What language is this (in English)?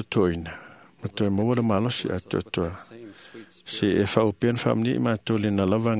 Samoan